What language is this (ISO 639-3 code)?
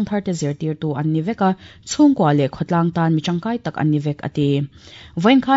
lus